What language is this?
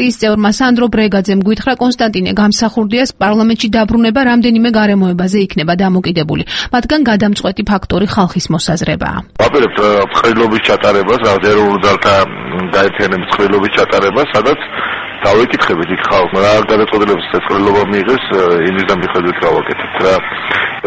Georgian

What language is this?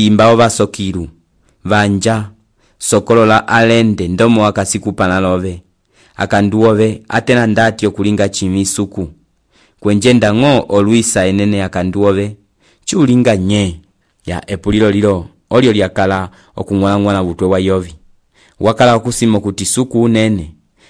Umbundu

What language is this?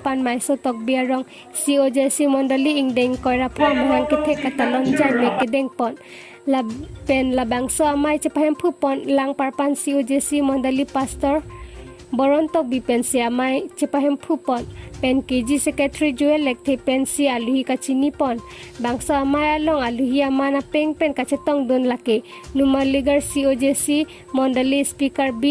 Karbi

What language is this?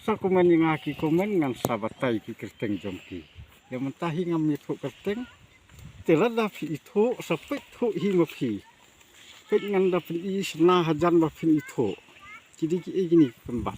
Khasi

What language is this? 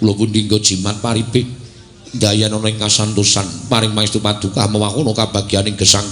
Javanese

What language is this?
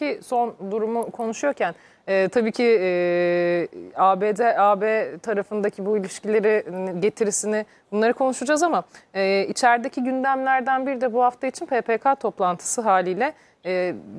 Turkish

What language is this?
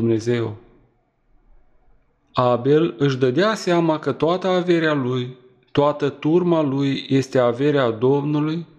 Romanian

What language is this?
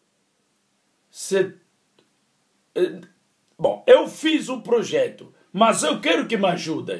Portuguese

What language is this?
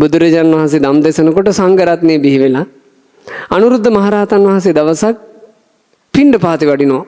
Sinhala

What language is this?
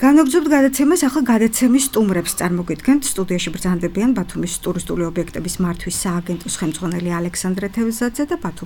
Georgian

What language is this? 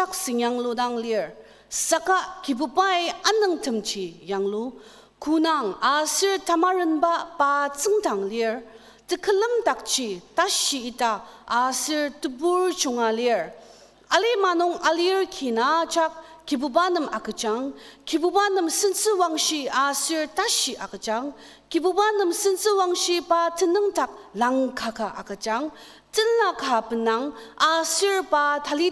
Ao Naga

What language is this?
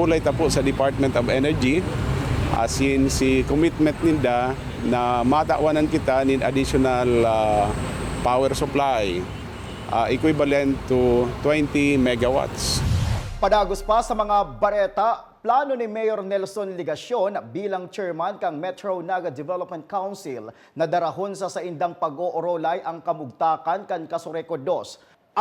Bikol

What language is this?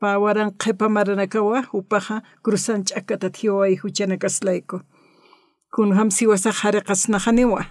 Aymara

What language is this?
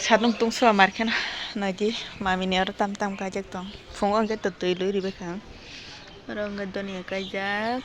Kok Borok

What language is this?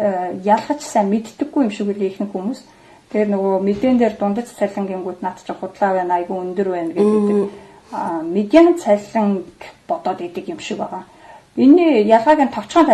Mongolian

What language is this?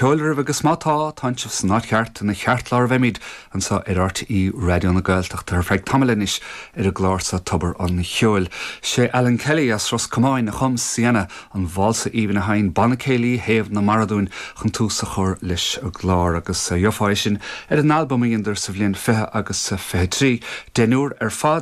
Irish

